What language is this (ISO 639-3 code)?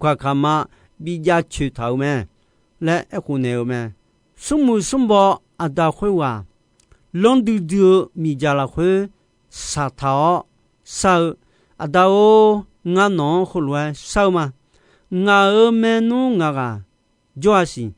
ahk